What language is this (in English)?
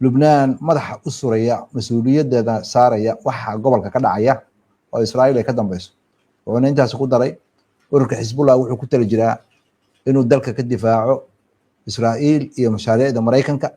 Somali